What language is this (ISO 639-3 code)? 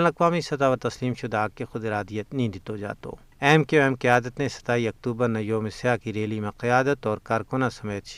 gju